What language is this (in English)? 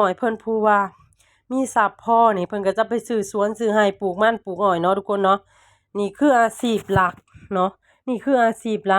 Lao